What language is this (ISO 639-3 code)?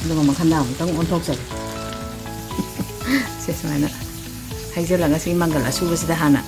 mni